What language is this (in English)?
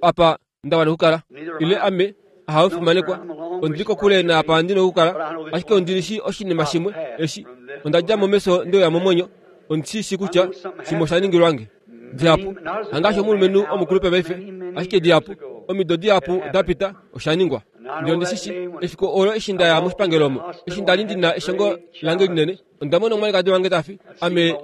Kuanyama